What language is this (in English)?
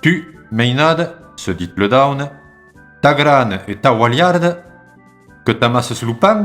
Occitan